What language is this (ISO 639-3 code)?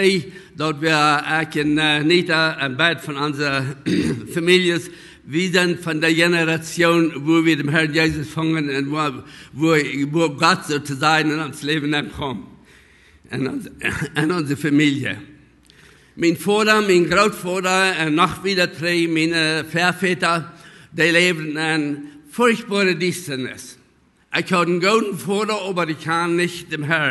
pdt